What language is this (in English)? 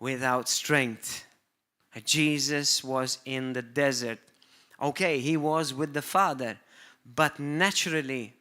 English